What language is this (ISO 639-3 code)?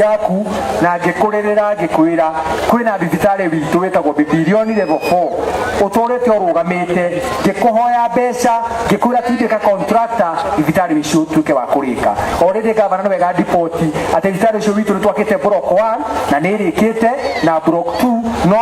kik